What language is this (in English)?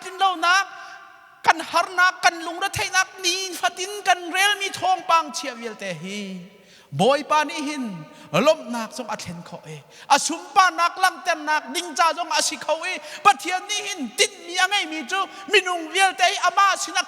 Hakha Chin